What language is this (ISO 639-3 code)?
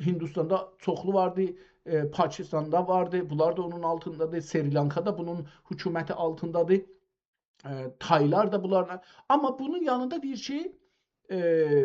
azb